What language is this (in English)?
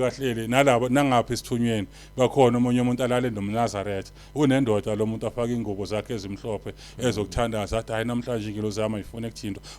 Zulu